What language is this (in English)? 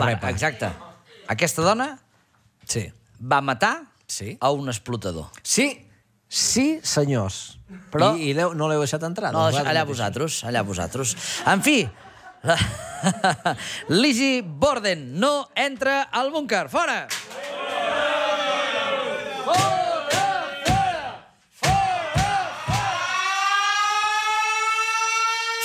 Catalan